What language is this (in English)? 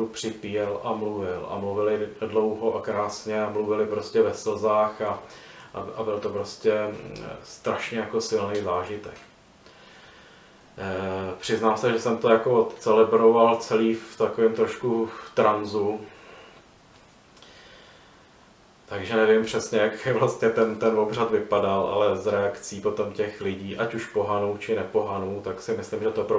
Czech